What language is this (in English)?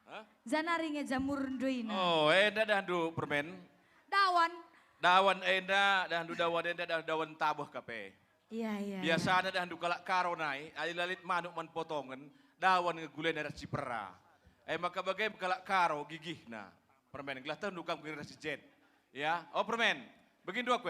Batak Karo